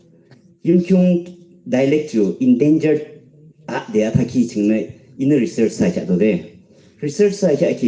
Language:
Yimchungru Naga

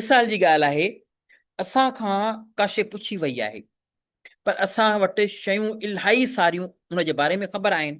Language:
Sindhi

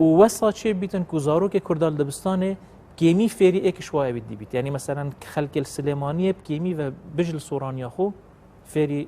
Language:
Kurdish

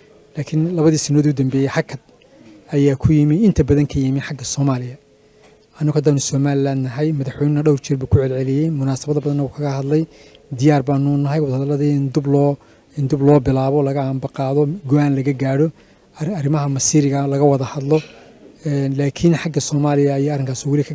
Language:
Somali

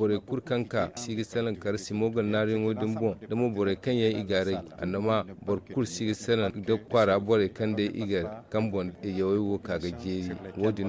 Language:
Zarma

